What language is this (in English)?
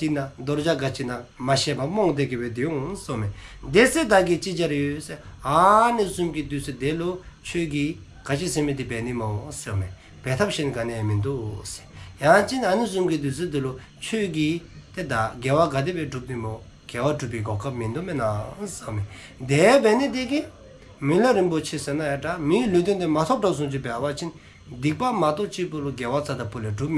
Dzongkha